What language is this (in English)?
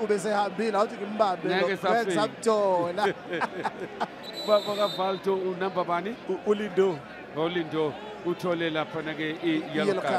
Zulu